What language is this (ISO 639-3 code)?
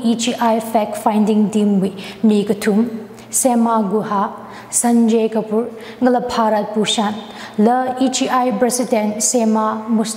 nmf